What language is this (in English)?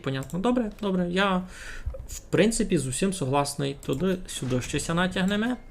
Rusyn